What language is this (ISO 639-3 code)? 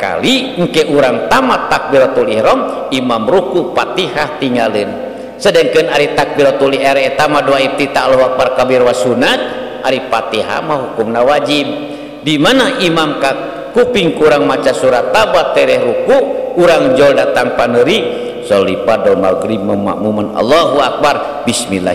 sun